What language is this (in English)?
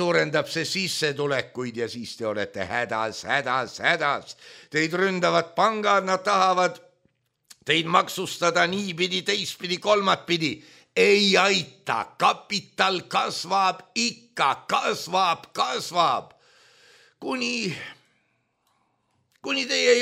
Estonian